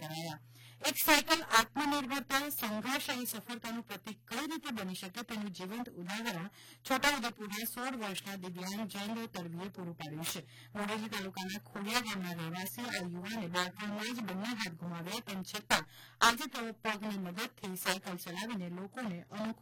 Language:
Gujarati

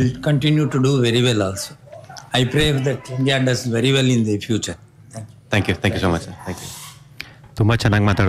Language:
Kannada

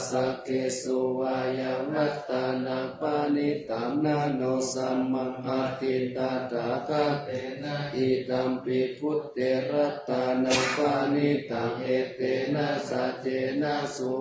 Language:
Pali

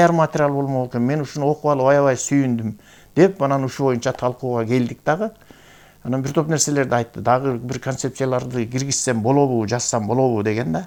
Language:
Kyrgyz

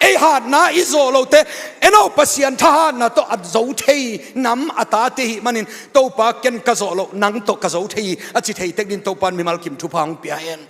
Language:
Tedim Chin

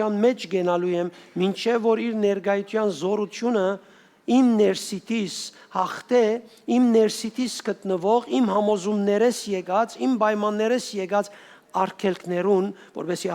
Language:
Western Armenian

